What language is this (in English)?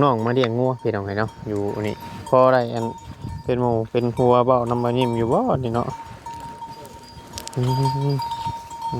Northeastern Thai